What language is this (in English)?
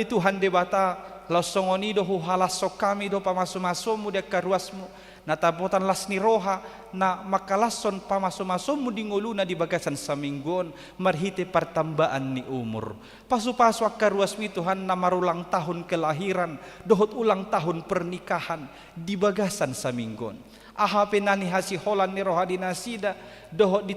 Batak Toba